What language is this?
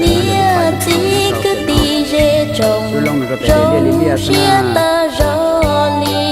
Hmong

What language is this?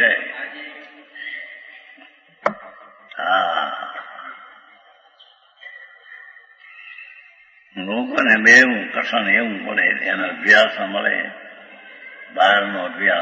Gujarati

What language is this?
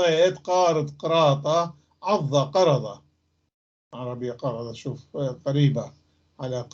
North Levantine Arabic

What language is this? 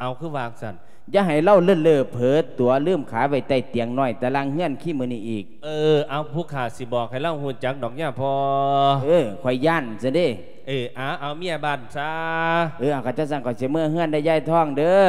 Lao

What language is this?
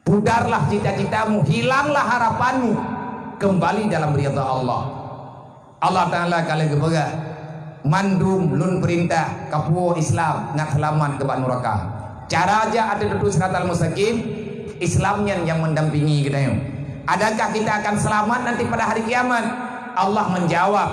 Achinese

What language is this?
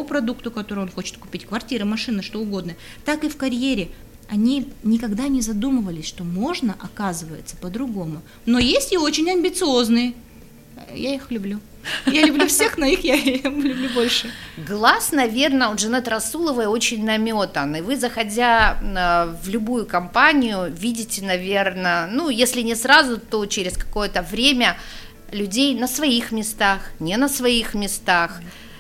Russian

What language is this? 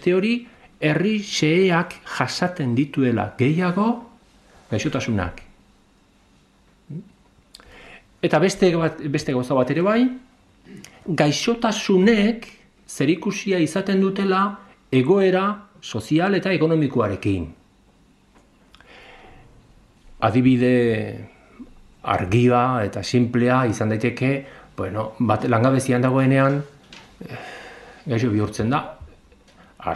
Basque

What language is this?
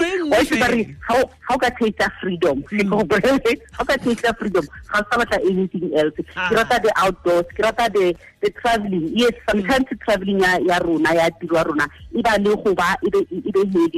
Tswana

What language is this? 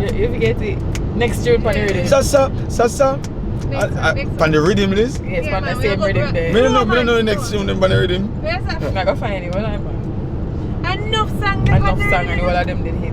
Jamaican Creole English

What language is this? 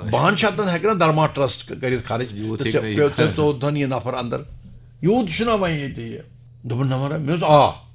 Kashmiri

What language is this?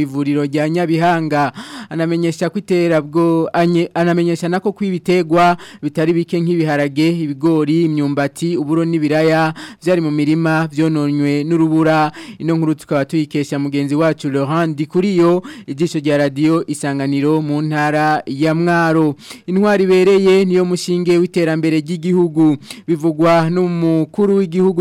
Rundi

